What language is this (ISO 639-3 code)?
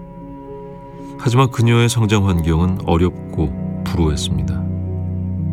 kor